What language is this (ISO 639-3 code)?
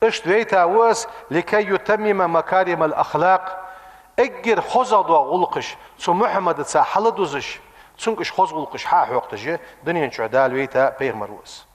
inh